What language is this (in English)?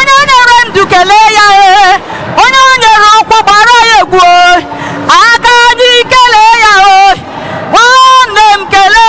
Igbo